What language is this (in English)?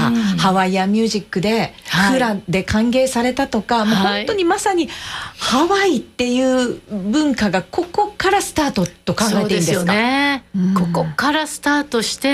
Japanese